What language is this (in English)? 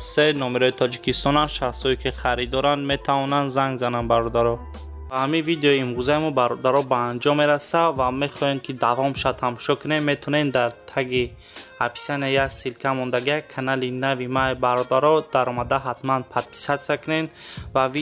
Tajik